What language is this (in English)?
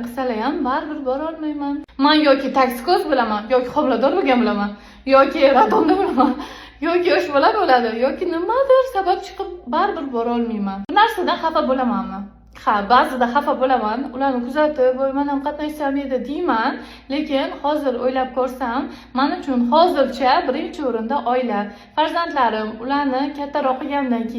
Uzbek